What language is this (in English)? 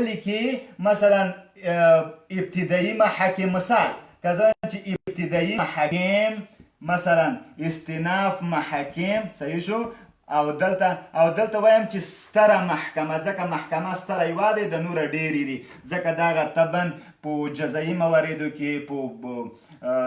Pashto